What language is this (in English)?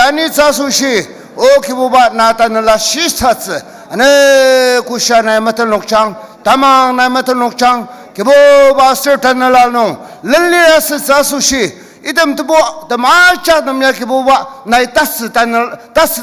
Ao Naga